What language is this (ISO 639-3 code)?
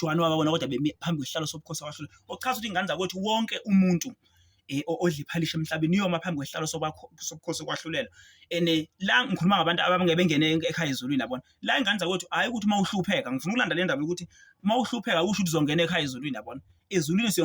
zul